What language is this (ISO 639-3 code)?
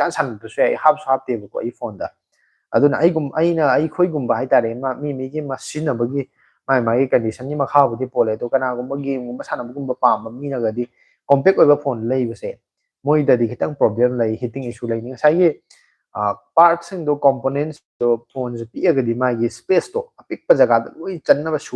mni